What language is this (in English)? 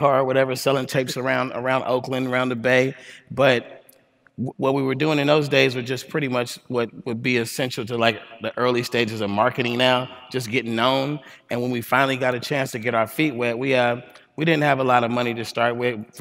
English